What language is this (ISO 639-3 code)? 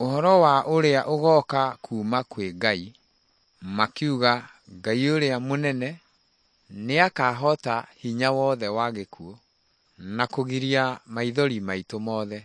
kik